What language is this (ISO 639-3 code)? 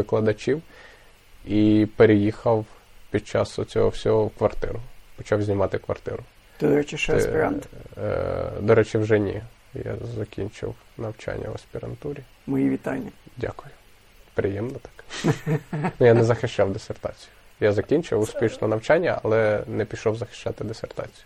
ukr